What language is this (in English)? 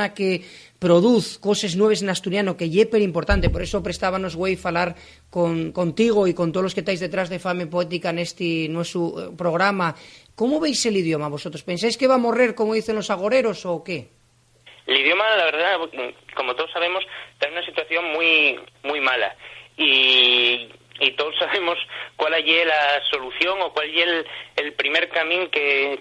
Asturian